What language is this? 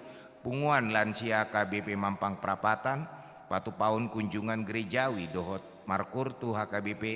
Batak Toba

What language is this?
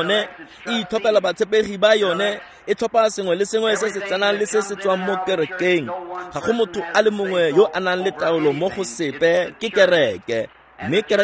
Tswana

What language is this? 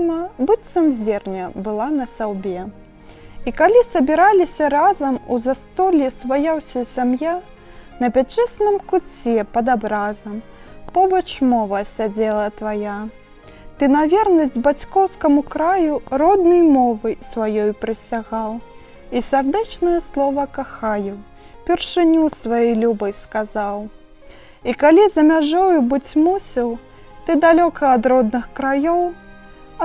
Belarusian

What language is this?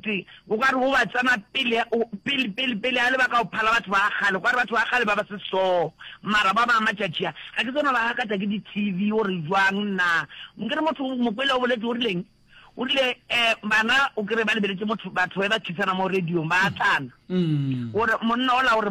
Northern Sotho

